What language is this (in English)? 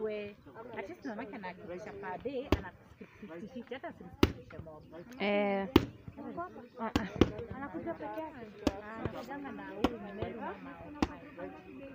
Swahili